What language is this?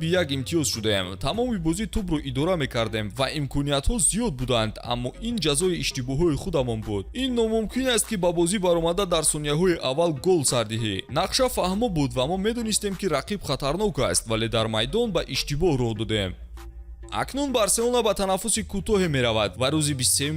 Tajik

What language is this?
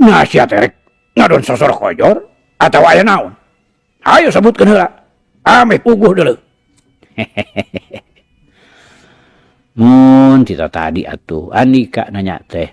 Sundanese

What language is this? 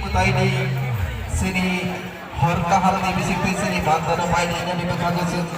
Kok Borok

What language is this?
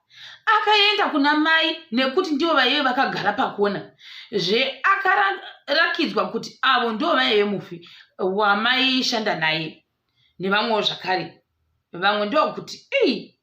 Shona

